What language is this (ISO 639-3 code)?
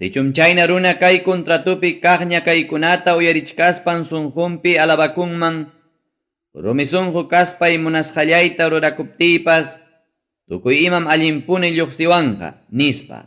quy